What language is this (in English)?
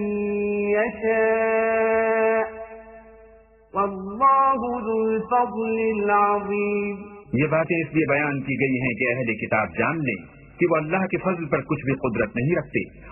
Urdu